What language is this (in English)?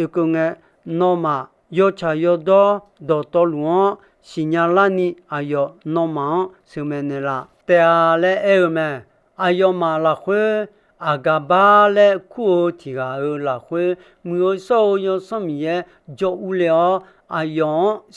Akha